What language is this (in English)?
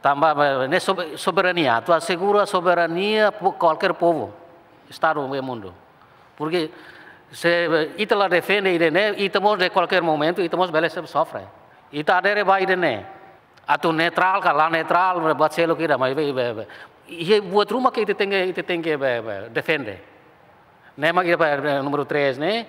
Tetum